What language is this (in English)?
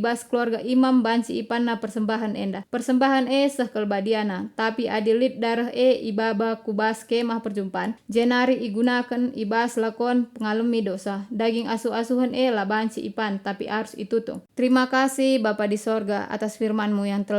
Batak Karo